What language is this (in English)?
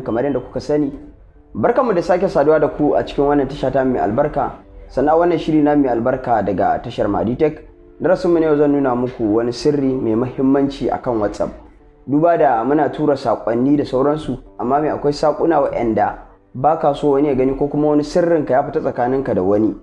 Hausa